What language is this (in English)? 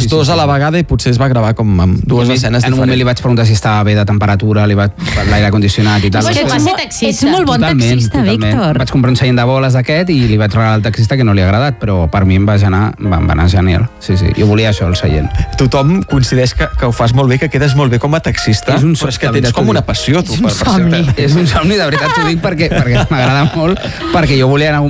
Catalan